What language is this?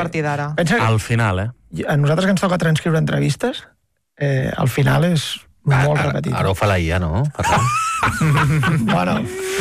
Catalan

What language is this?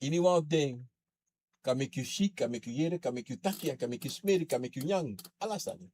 Sranan Tongo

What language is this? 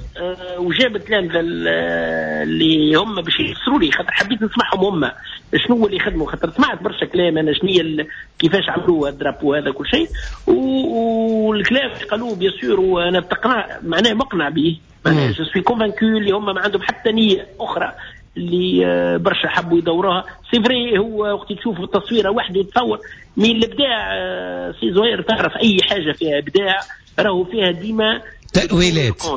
Tunisian Arabic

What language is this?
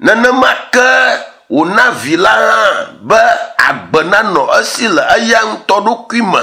Ewe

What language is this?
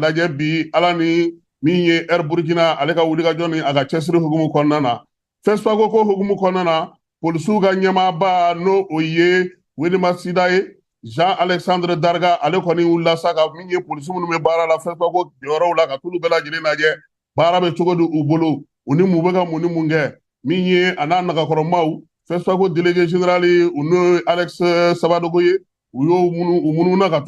Bambara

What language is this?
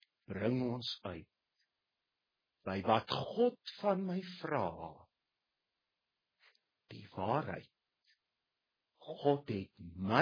Afrikaans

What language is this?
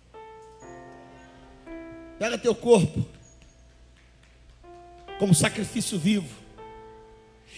Portuguese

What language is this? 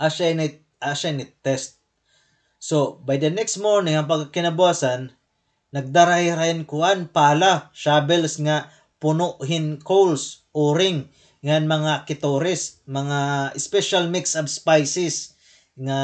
Waray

